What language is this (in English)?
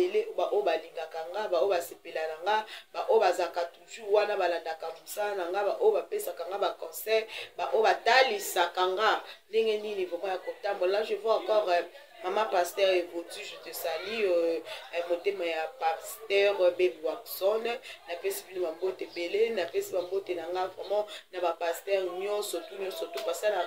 Lingala